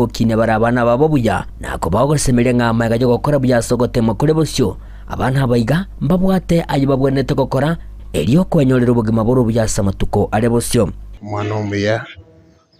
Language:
Gusii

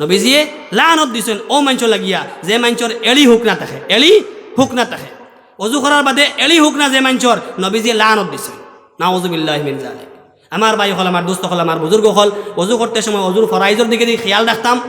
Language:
Sylheti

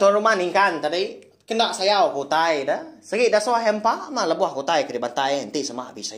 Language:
Iban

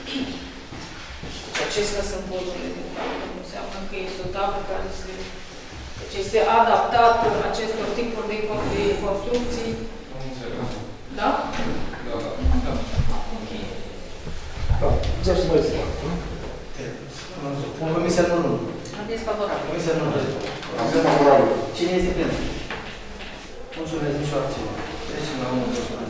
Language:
Romanian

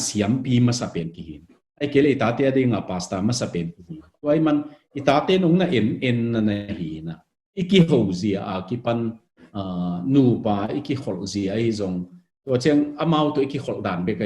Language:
Tedim Chin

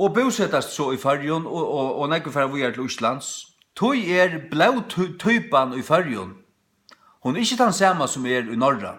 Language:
Faroese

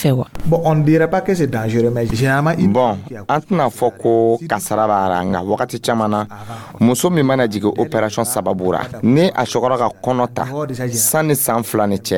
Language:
Dyula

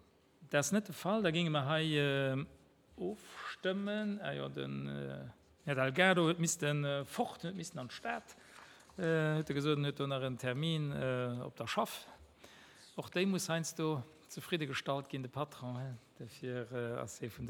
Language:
Luxembourgish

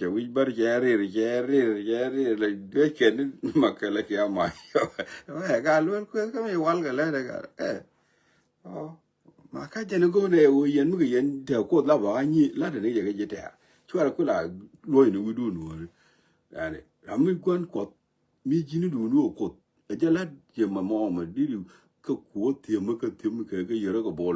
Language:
Nuer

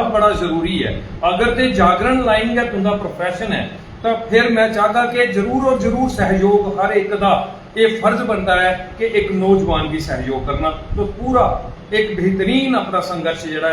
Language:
Dogri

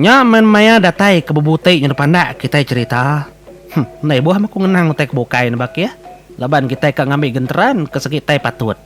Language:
Iban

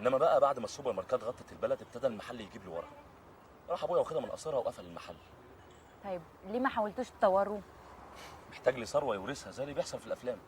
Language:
Egyptian Arabic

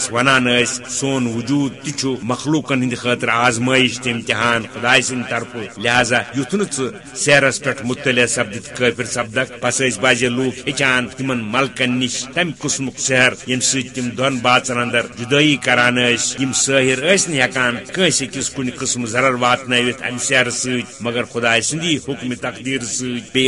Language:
Kashmiri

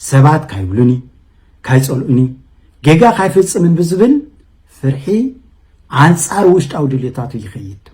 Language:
Tigrinya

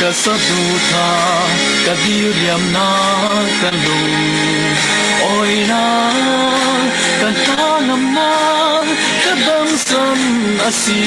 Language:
Falam Chin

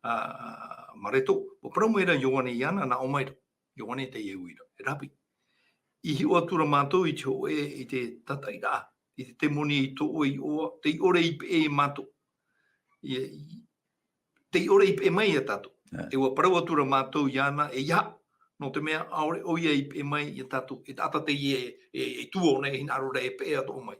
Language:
Tahitian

